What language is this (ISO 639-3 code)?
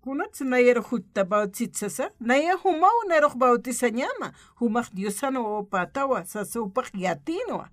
aym